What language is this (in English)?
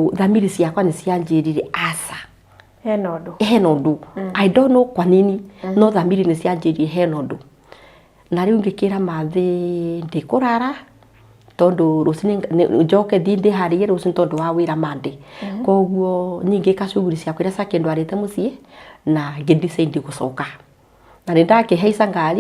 Kikuyu